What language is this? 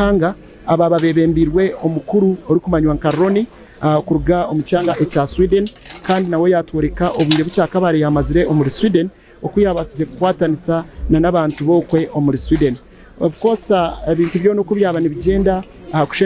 Nyankole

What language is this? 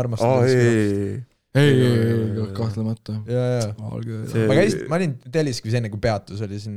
Estonian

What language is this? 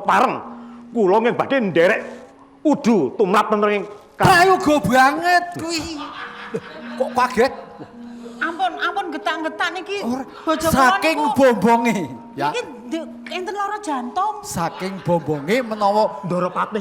Javanese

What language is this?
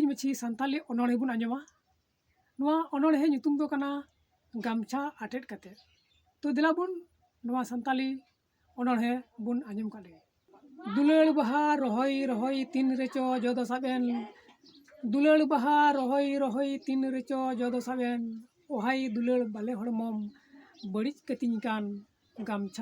Santali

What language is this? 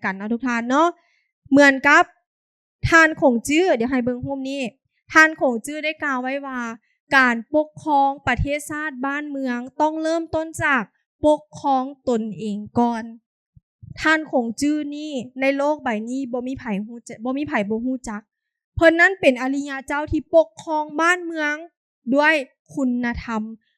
Lao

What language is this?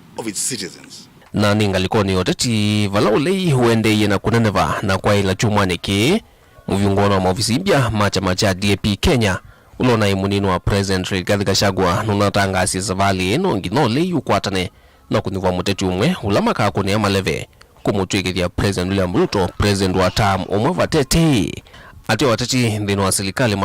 Kamba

